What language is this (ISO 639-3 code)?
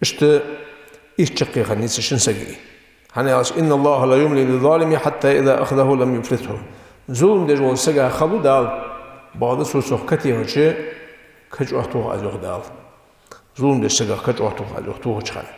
inh